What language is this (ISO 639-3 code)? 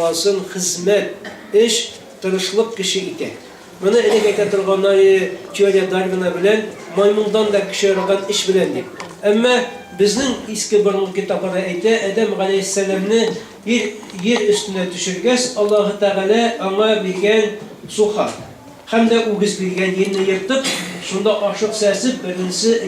bak